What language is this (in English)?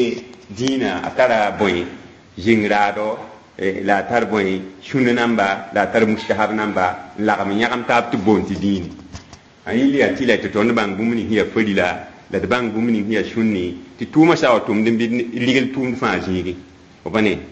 Mossi